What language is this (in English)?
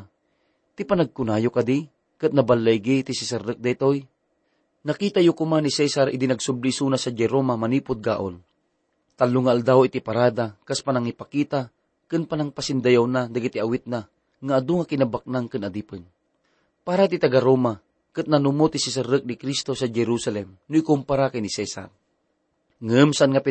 Iloko